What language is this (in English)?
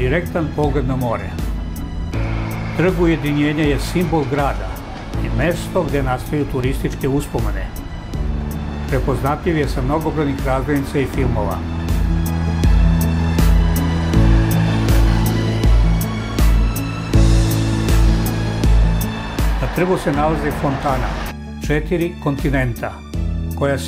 Serbian